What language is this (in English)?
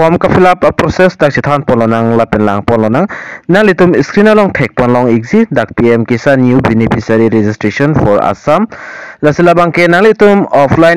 Karbi